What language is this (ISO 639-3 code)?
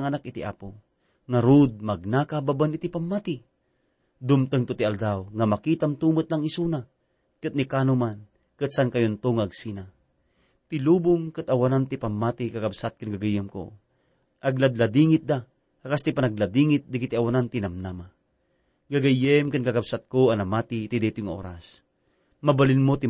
ilo